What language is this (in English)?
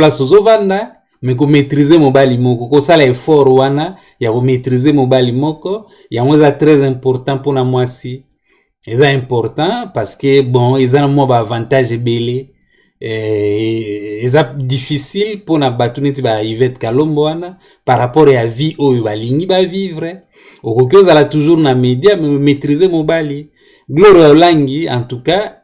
Lingala